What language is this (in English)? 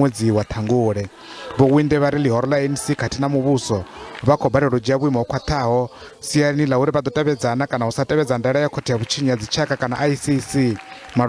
Venda